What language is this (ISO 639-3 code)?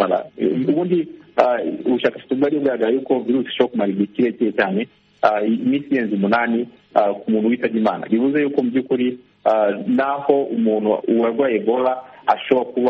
kin